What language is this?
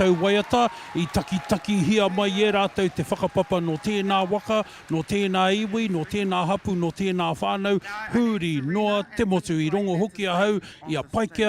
Māori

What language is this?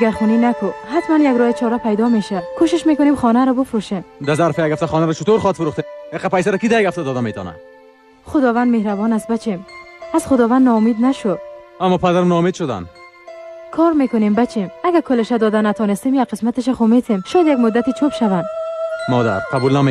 Persian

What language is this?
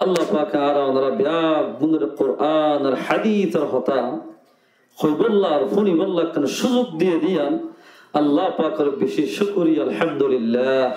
Rohingya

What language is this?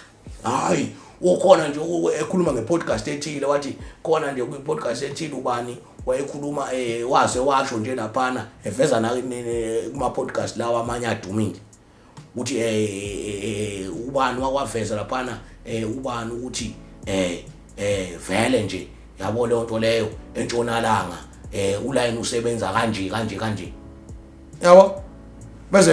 Zulu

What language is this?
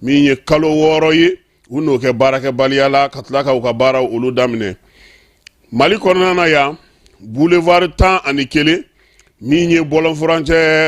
Bambara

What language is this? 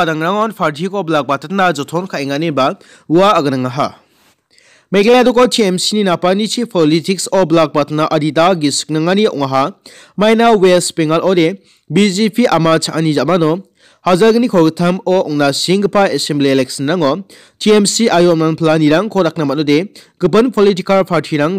Garo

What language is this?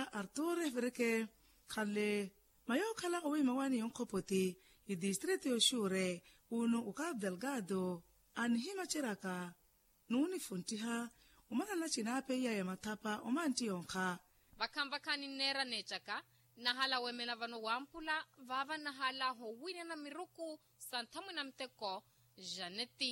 Makhuwa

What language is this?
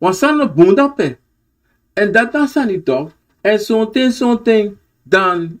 Sranan Tongo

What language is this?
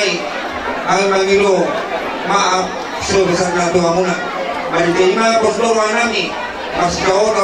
Batak Toba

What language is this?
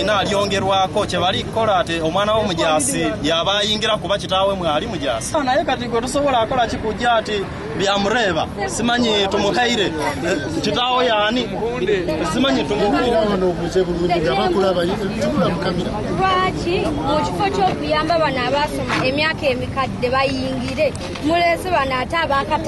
Ganda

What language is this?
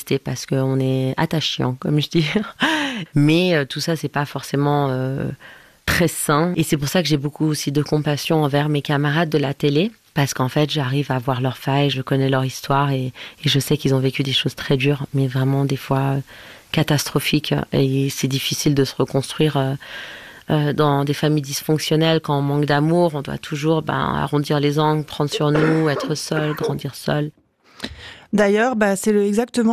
French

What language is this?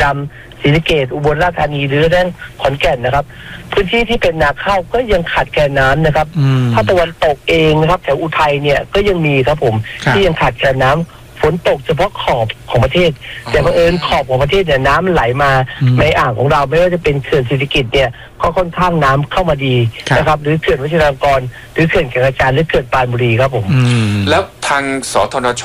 Thai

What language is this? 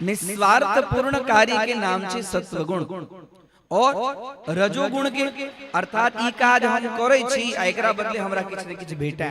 Maithili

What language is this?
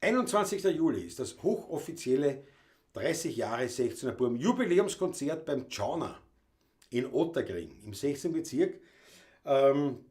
Bavarian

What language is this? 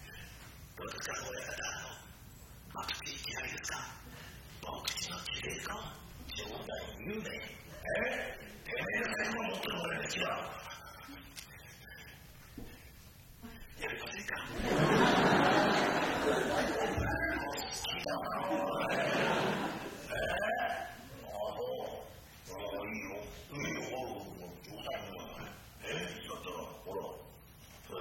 Japanese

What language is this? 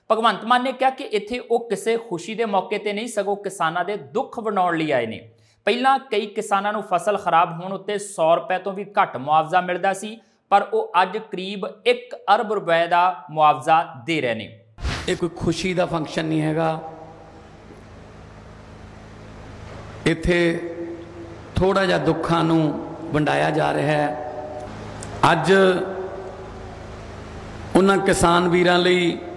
Punjabi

